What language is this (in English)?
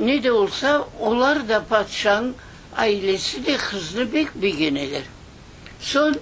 Crimean Tatar